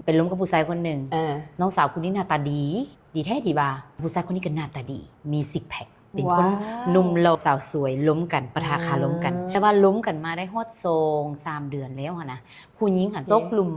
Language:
Lao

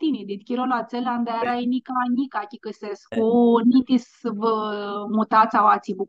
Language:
Aromanian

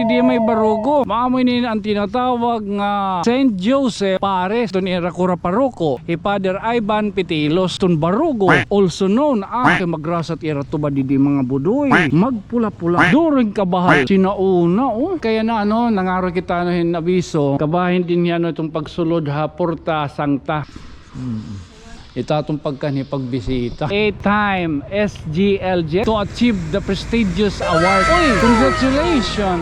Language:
Waray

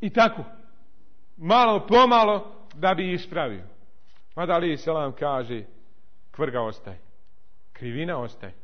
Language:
Bosnian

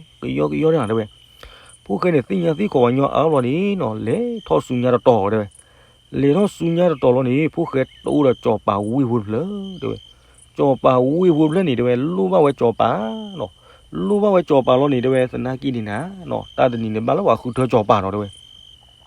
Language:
S'gaw Karen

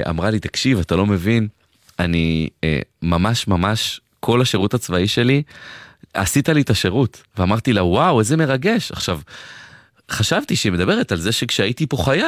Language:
Hebrew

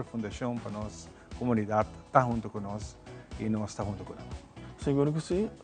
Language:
Papiamento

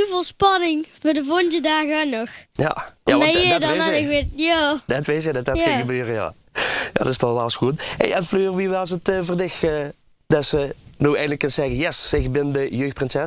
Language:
Limburgish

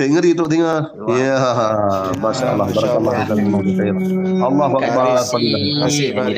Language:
Achinese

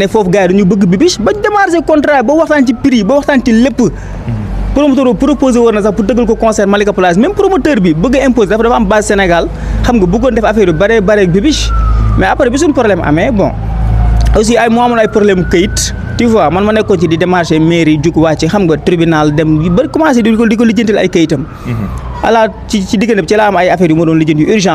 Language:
Wolof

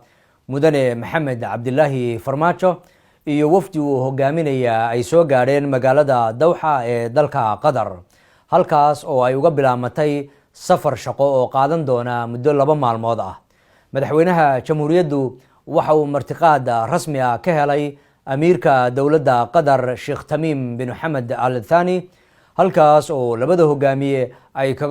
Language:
Somali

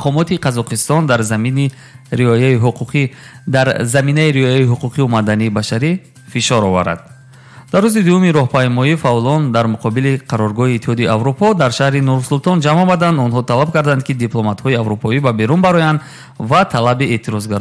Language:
Tajik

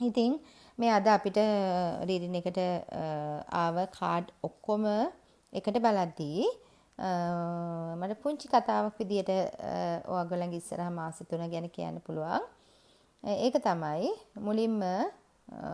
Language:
Sinhala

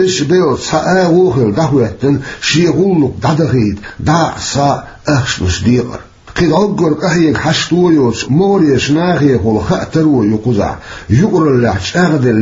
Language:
Chechen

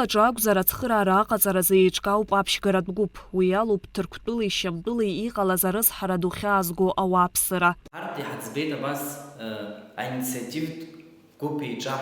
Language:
Abkhazian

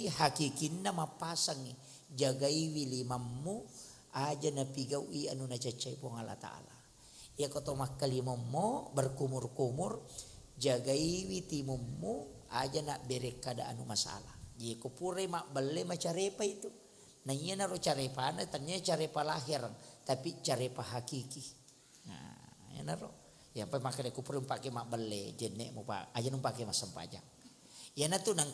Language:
Buginese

